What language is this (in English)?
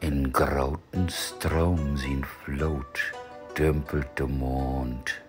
Low German